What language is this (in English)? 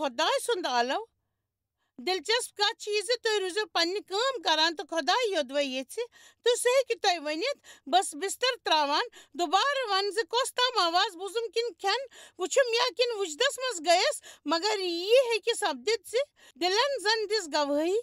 Kashmiri